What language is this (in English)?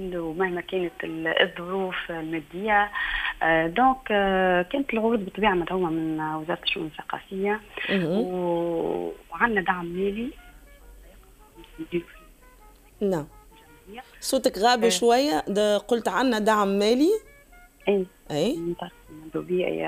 Tunisian Arabic